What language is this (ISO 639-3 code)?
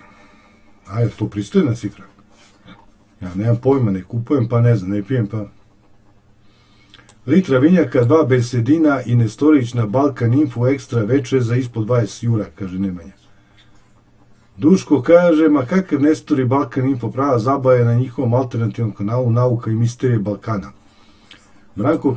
srp